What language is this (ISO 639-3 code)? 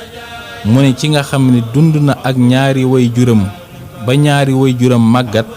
wol